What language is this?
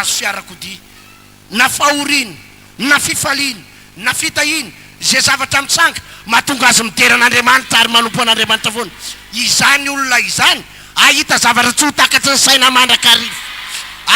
Malagasy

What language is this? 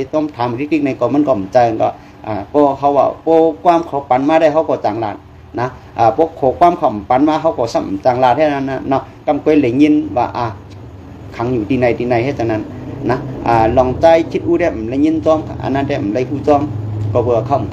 Shan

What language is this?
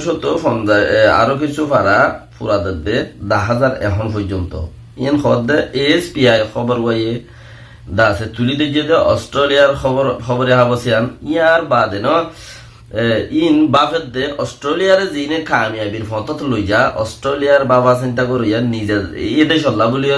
Rohingya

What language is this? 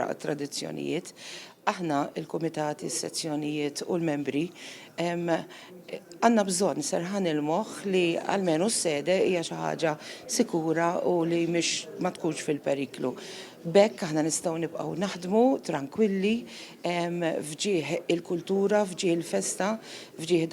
Maltese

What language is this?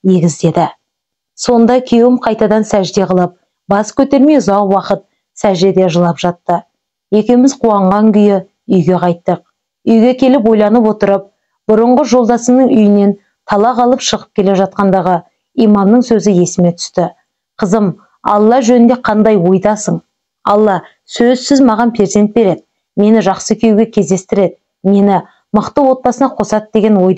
Kazakh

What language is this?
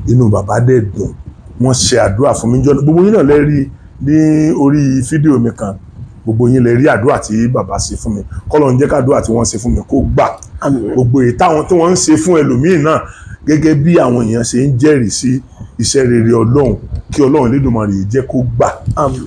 Yoruba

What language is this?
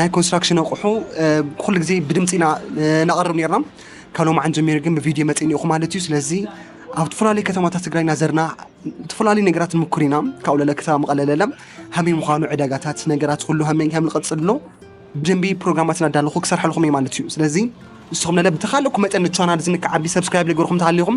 Tigrinya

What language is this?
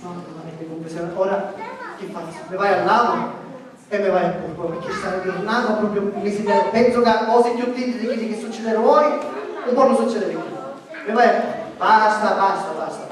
Sicilian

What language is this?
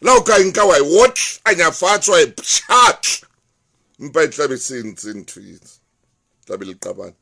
Southern Sotho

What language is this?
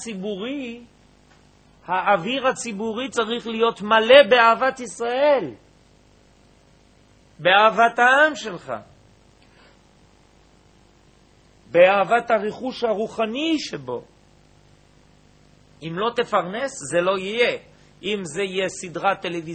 Hebrew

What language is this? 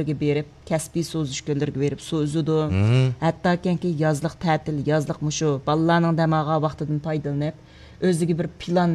Uyghur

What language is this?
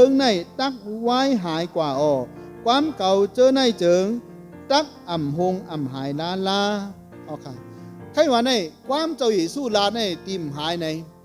Shan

